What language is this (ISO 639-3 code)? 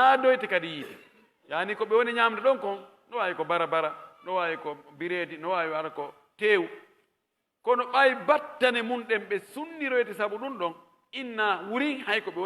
fuf